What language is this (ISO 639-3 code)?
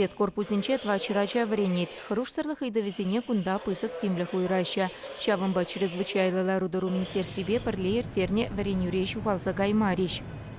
chv